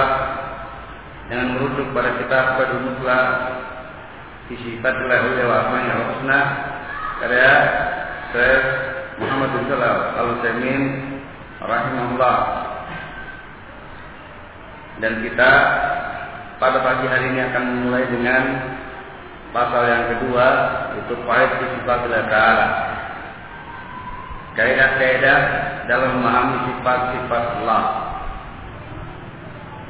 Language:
Indonesian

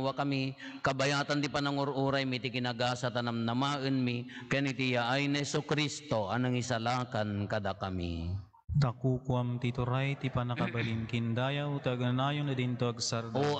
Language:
Iloko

